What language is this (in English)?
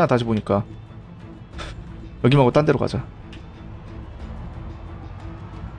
Korean